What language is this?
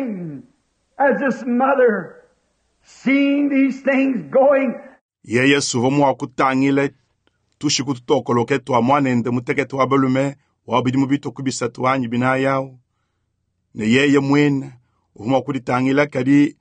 Luba-Lulua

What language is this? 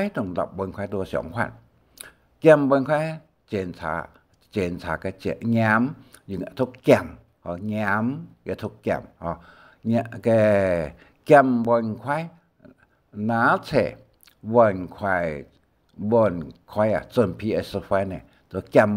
Hakka Chinese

